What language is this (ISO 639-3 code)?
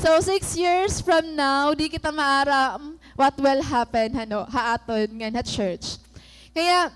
war